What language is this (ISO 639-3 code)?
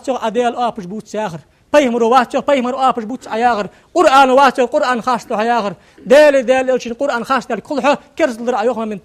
inh